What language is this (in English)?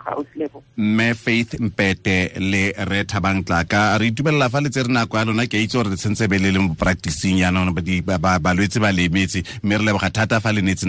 Tswana